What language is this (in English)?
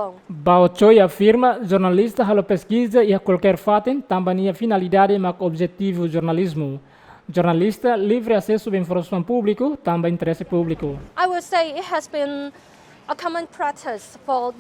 Tetum